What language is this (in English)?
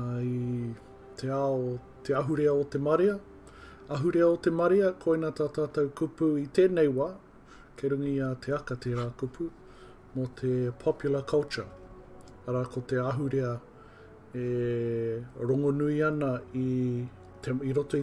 Māori